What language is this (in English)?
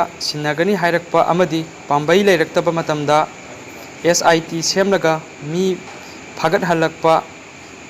Manipuri